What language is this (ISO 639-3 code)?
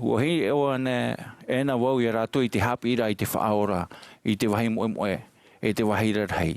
tah